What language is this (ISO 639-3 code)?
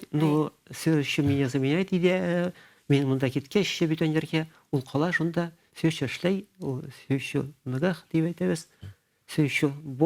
bak